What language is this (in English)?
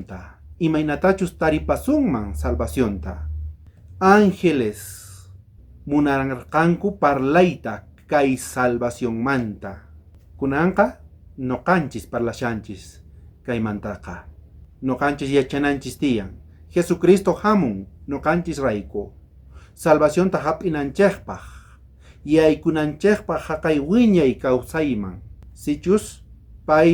South Bolivian Quechua